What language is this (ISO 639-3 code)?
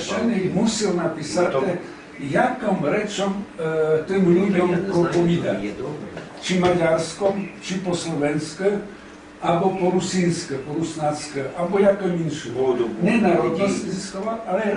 rue